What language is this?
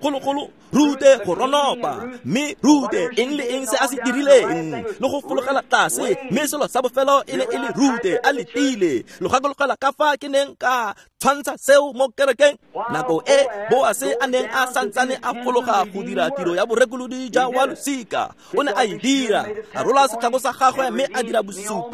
Tswana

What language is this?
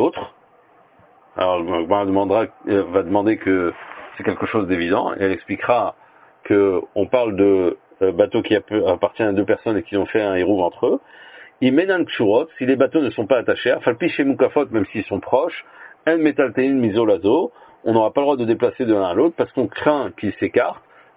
French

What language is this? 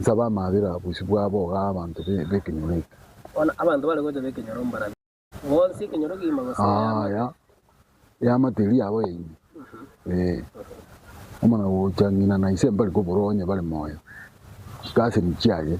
Gusii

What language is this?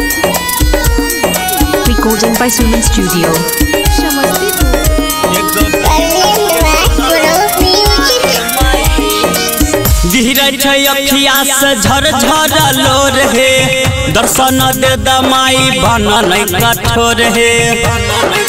Bhojpuri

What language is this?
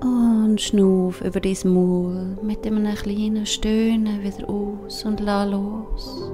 Swiss German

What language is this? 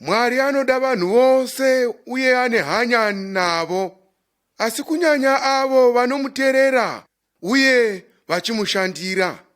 Shona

